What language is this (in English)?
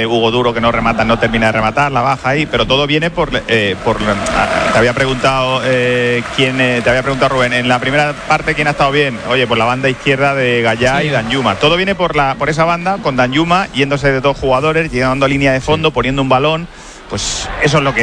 Spanish